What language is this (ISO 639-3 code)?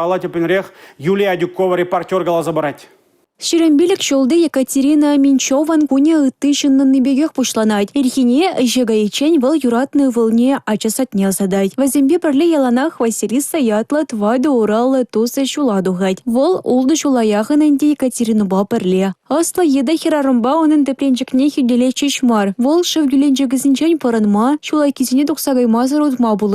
chv